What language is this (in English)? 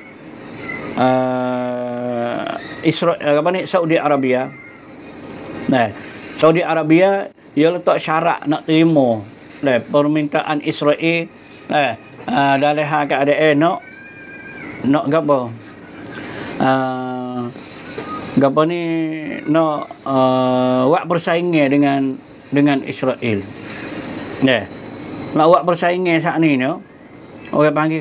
Malay